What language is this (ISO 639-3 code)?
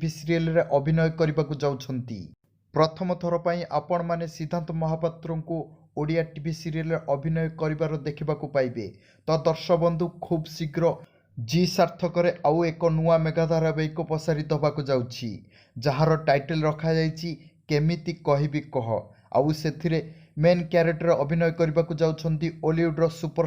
ori